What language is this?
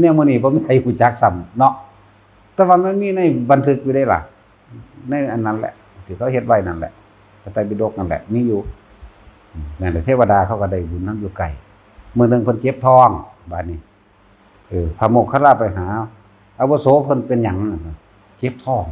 Northeastern Thai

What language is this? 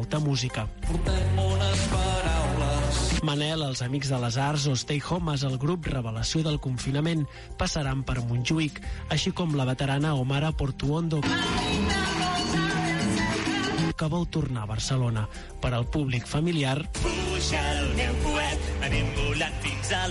Catalan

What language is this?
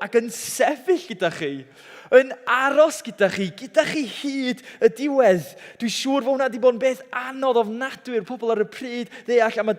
Welsh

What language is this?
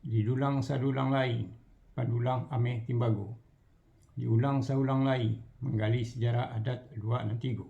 Minangkabau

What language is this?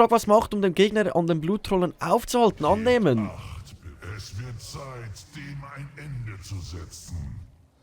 Swiss German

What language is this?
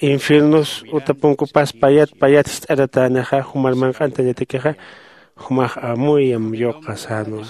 Aymara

